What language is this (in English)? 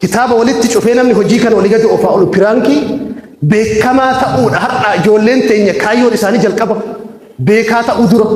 Oromo